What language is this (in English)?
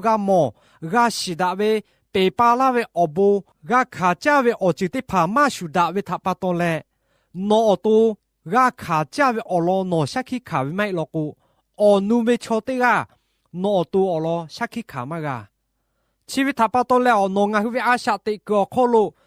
Lahu